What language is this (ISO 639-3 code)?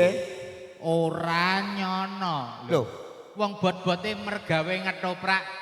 jav